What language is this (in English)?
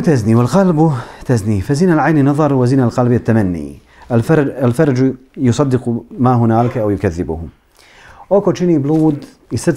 Bosnian